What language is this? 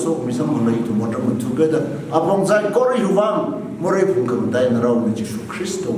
Tangkhul Naga (India)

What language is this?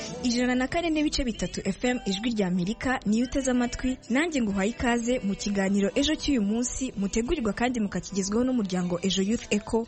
Kinyarwanda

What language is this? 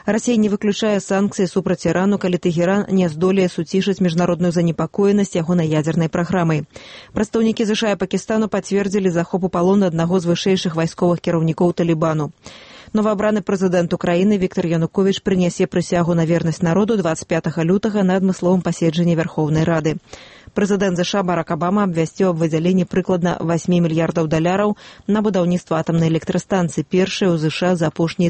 Belarusian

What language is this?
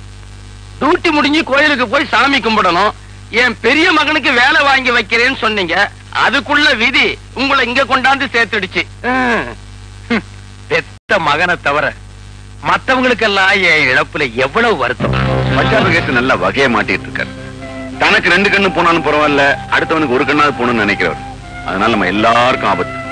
Tamil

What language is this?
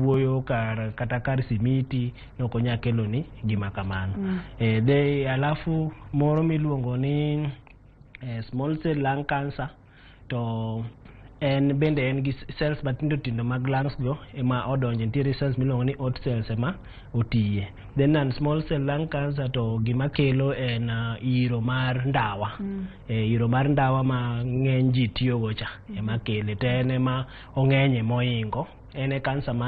Luo (Kenya and Tanzania)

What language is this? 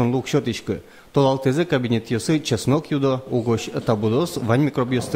Udmurt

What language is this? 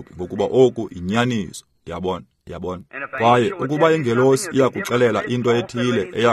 Xhosa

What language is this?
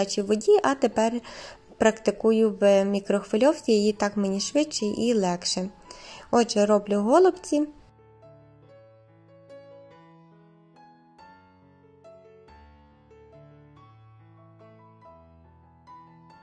Ukrainian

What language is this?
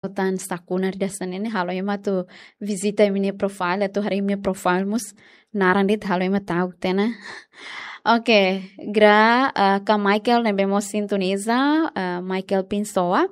Tetum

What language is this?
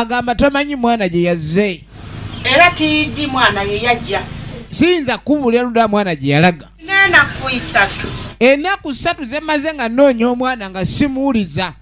Soga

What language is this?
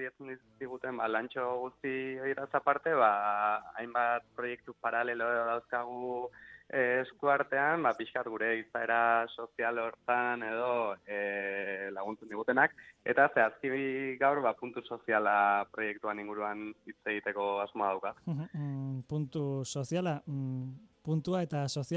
Basque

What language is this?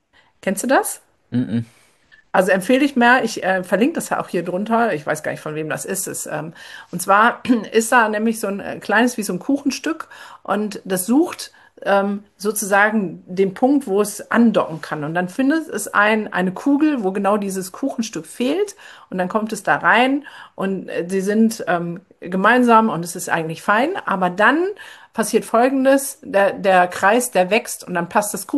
German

